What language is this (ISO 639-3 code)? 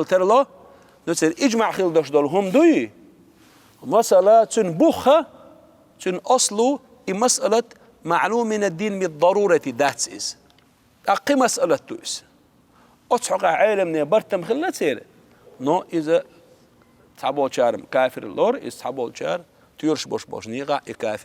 che